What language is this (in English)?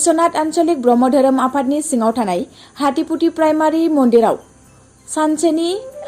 Bodo